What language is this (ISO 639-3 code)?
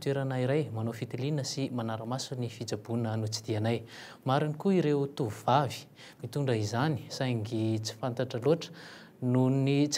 mlg